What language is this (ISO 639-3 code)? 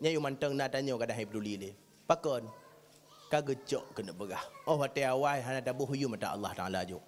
ace